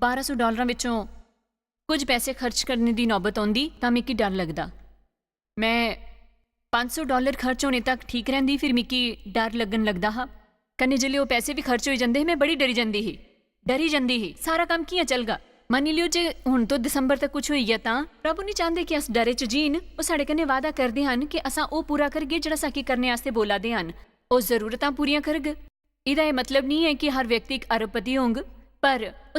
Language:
Dogri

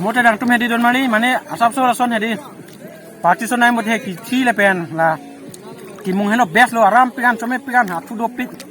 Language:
Karbi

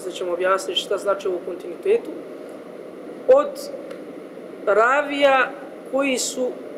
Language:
Bosnian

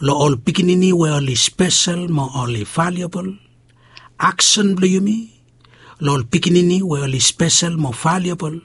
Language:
Bislama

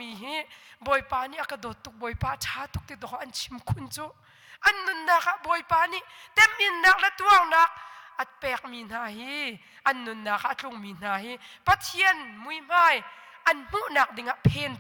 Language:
Hakha Chin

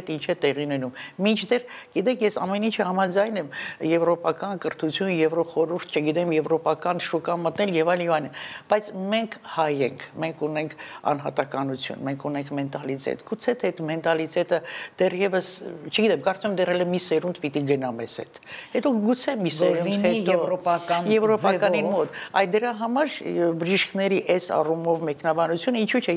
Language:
Armenian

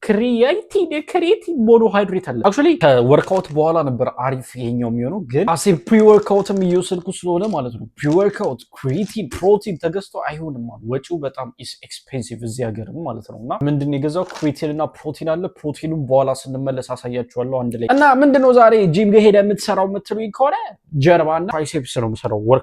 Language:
Amharic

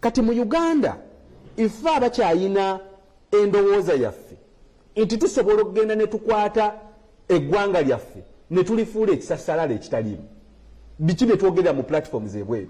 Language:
Ganda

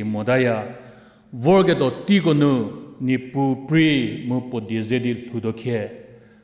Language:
Angami Naga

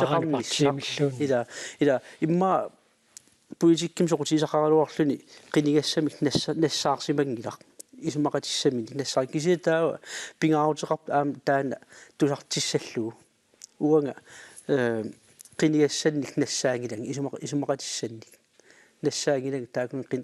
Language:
Kalaallisut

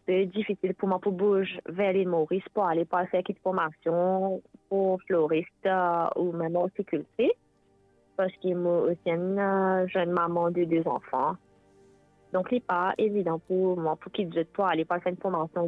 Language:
Morisyen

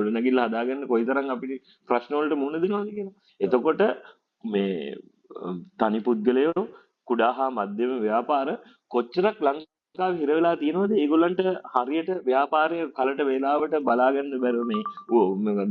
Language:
Sinhala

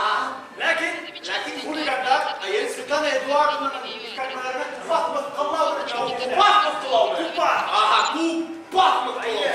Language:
Bashkir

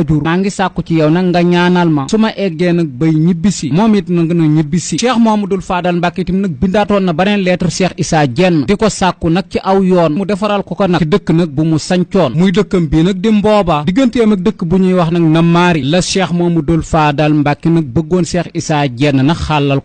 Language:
Wolof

